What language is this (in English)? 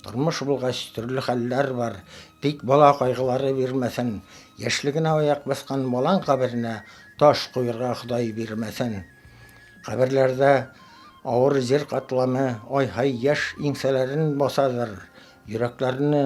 Bashkir